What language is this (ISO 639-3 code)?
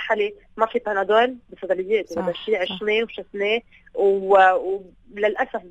apc